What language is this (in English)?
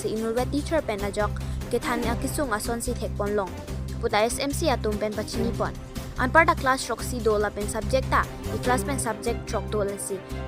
Karbi